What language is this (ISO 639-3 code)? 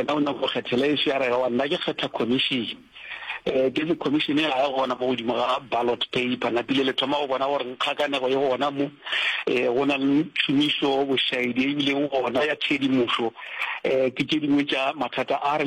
nso